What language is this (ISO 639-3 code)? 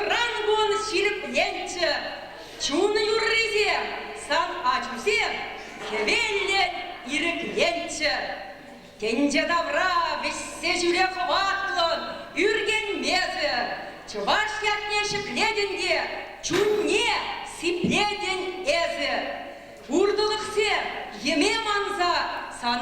chv